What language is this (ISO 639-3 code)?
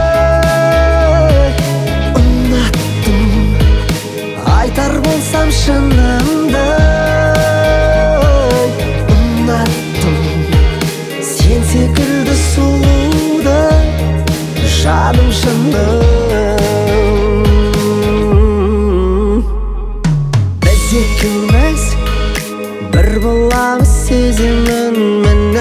kaz